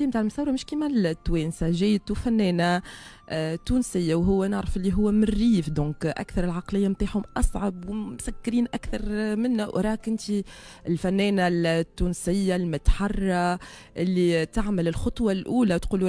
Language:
Tunisian Arabic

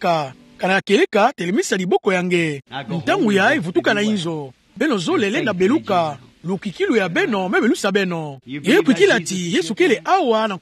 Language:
Kituba (Democratic Republic of Congo)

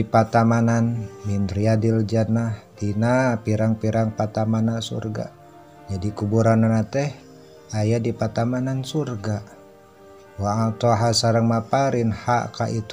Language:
Sundanese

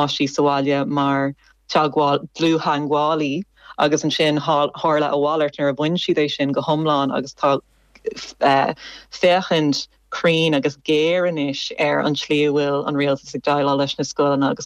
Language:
Irish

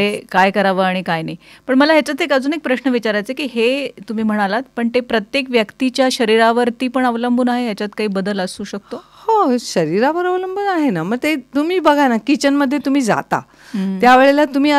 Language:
Marathi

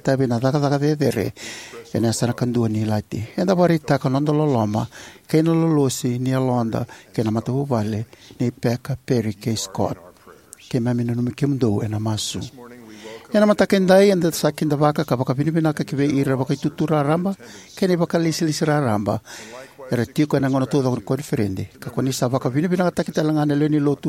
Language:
Fijian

